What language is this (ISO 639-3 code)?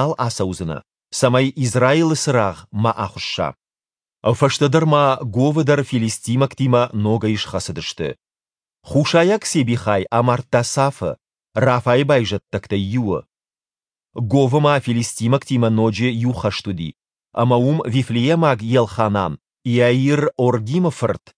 oss